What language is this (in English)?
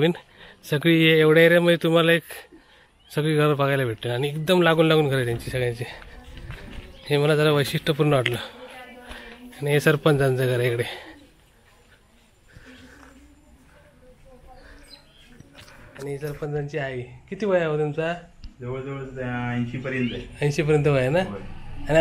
Marathi